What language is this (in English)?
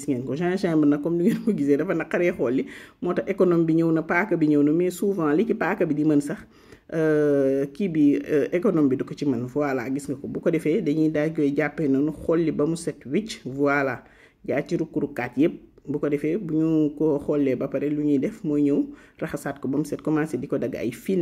Wolof